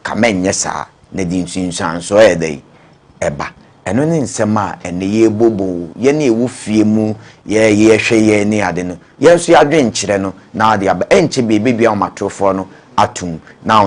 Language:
Akan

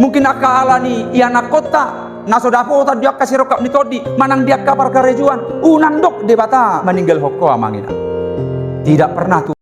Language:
Batak Toba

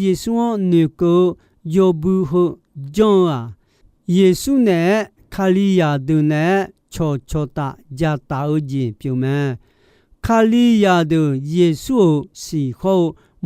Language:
Akha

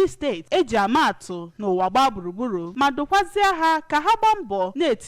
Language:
Igbo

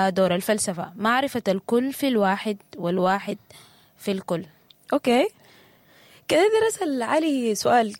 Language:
Sudanese Arabic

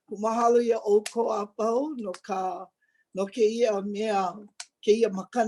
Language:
Hawaiian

